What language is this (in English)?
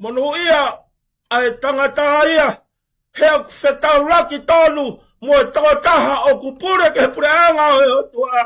Tongan